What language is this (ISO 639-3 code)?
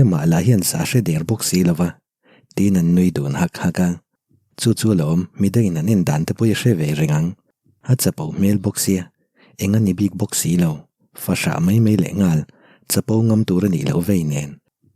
lus